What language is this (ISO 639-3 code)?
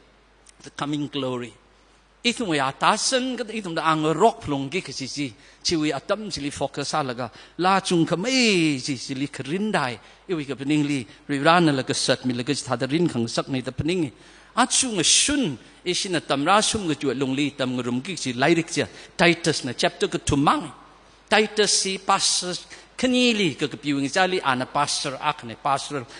nmf